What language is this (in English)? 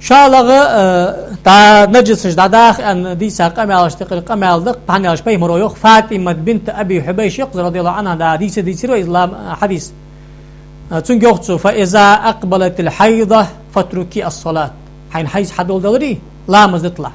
Ingush